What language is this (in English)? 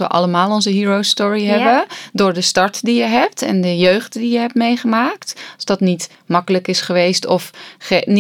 Dutch